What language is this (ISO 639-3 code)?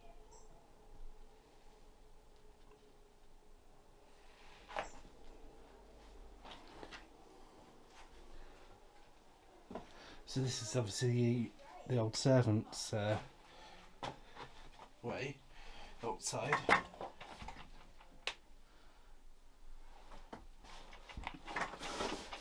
eng